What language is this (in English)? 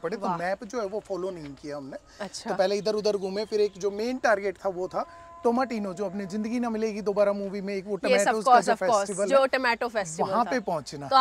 Hindi